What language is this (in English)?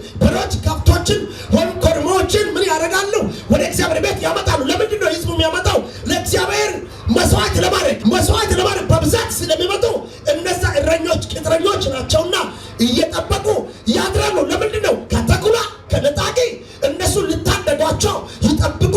Amharic